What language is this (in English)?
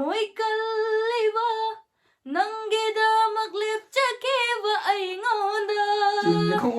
Manipuri